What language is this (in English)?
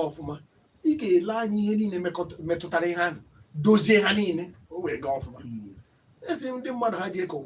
Igbo